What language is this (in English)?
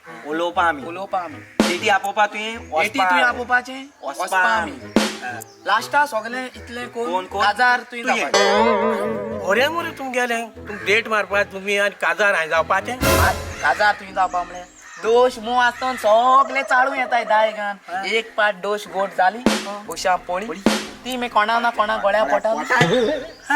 Konkani